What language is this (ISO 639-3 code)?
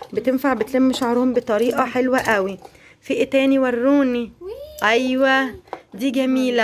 arz